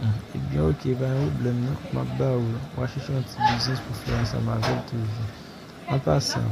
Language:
Haitian Creole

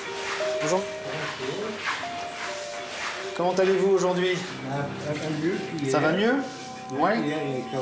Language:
French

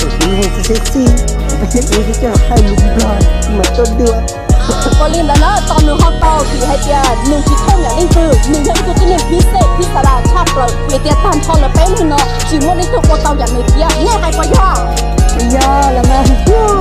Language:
Hmong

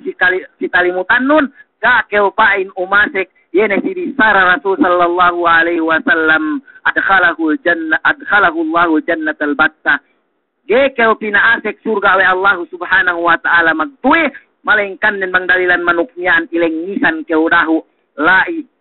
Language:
Yakan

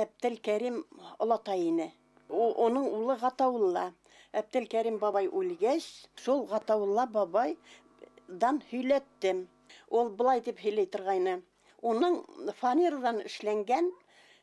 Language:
Bashkir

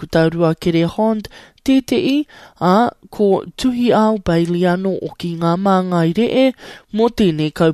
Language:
Māori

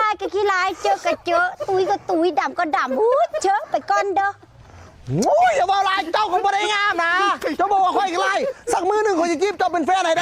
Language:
Lao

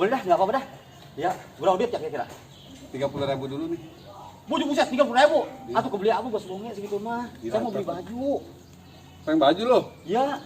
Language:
Betawi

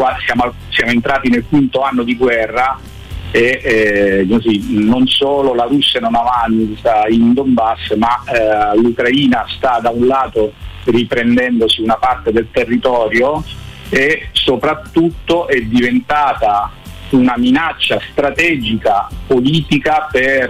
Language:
Italian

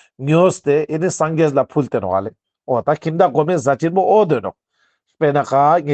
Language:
Ladakhi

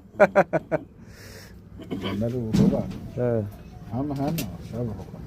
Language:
Magahi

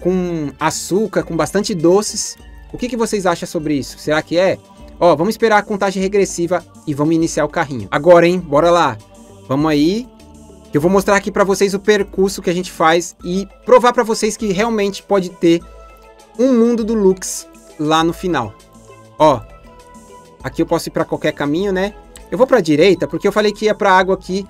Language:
Portuguese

